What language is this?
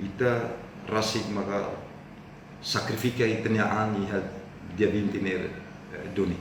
Tetum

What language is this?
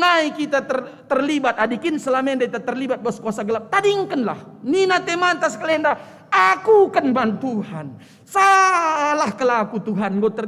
Batak Karo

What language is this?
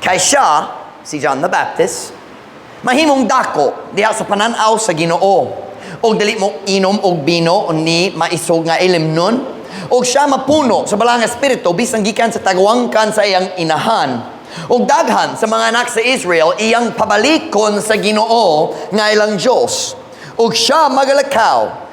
Cebuano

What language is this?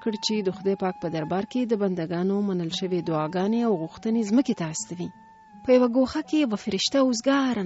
Pashto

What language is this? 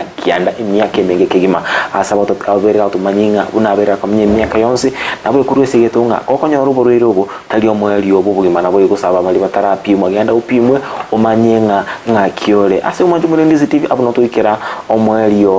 Gusii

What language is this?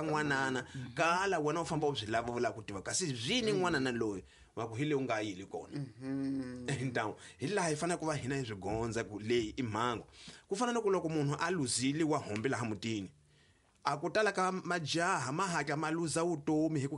Tsonga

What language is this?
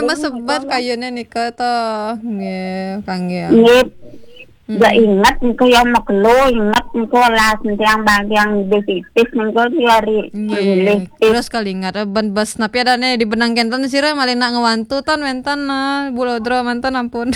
Balinese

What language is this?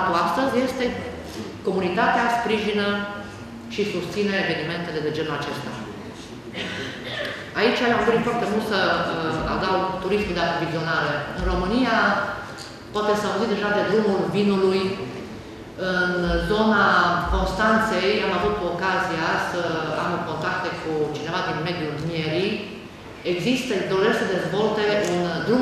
Romanian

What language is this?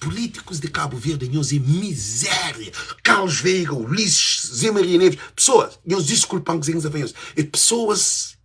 Kabuverdianu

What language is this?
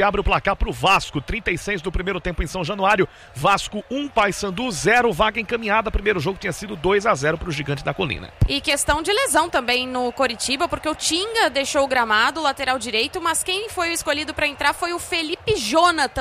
Portuguese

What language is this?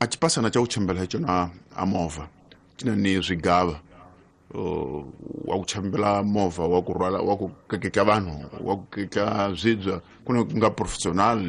Tsonga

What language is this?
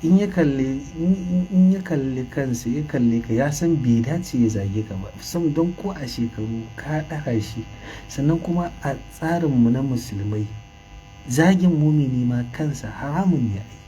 Hausa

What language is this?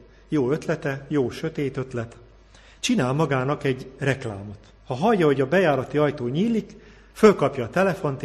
Hungarian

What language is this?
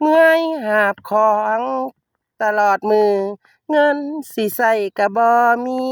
Northeastern Thai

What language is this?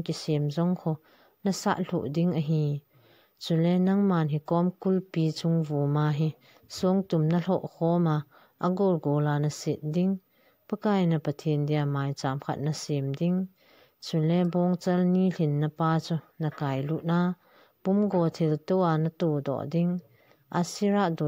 Thado Chin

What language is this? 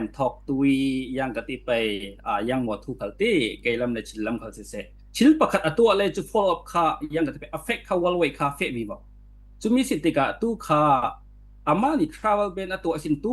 Falam Chin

